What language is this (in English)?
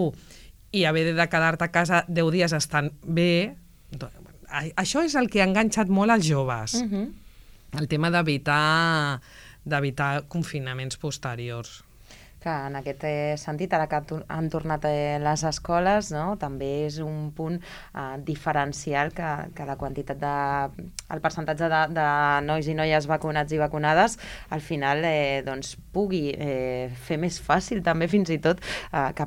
Catalan